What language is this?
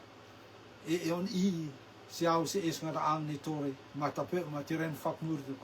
Rotuman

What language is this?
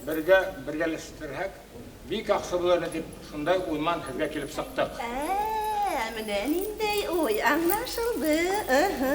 Bashkir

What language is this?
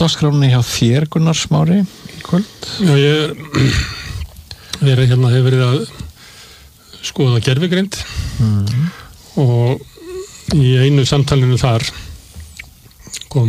Icelandic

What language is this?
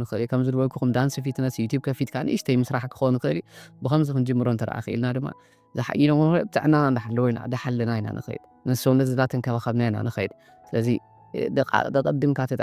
Tigrinya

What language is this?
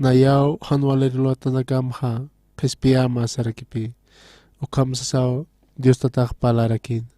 Aymara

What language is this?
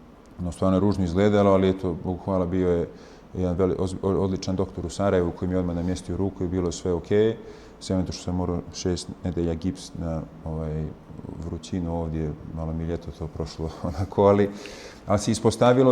Bosnian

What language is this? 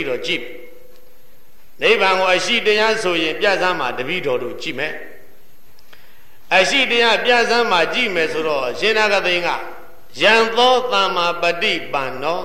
Burmese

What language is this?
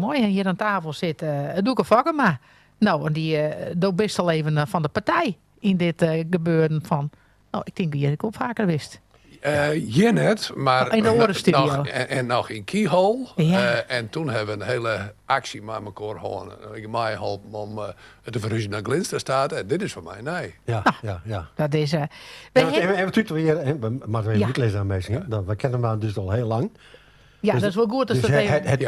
Western Frisian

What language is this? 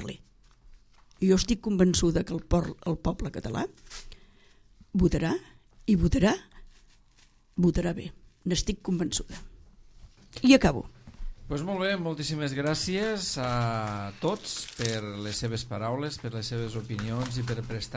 Catalan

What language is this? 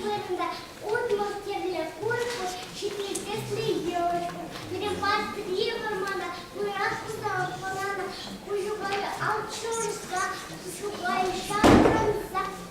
Chuvash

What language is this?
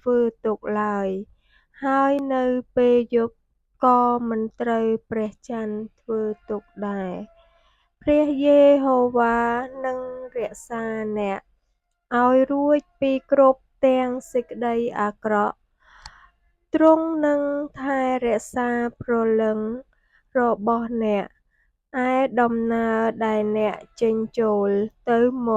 Khmer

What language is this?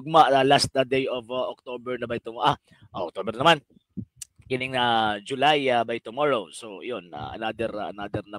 Cebuano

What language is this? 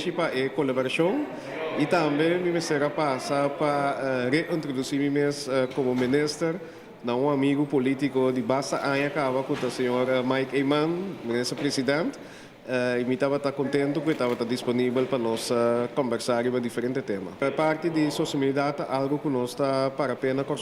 Papiamento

